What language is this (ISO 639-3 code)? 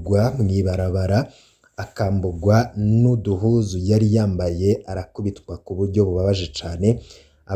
run